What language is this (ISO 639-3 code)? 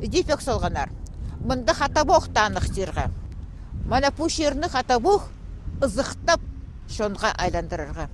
kjh